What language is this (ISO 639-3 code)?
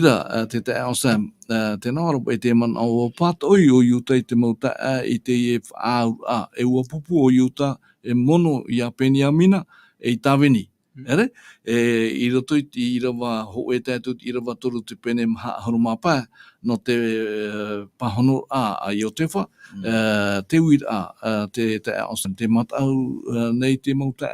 tah